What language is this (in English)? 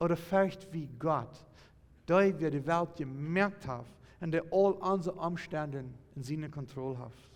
Plautdietsch